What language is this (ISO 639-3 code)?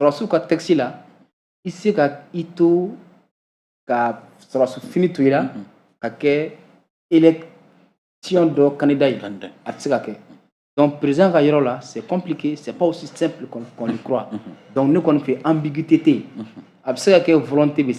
bam